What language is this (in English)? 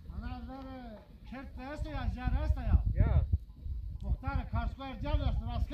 Zaza